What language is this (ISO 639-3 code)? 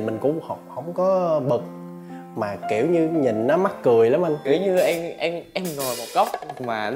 vie